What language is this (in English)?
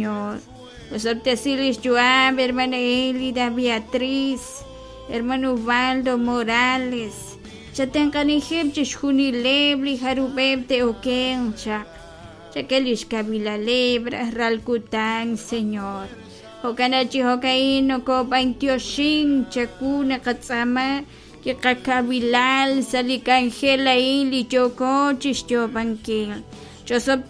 Kekchí